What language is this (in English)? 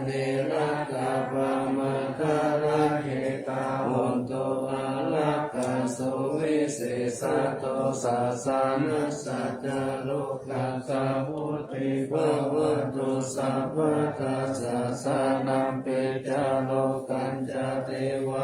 Pali